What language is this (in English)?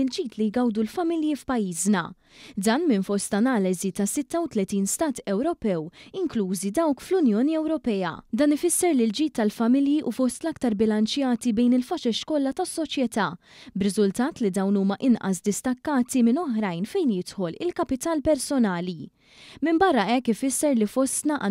Maltese